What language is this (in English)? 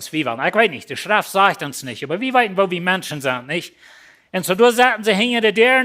Plautdietsch